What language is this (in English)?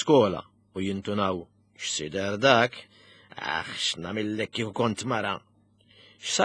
Maltese